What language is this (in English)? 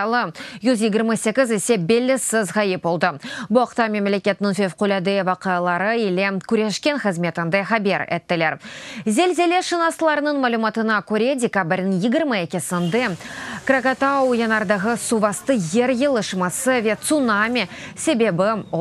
Crimean Tatar